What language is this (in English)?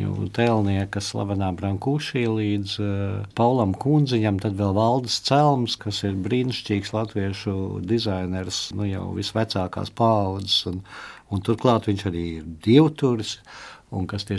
Latvian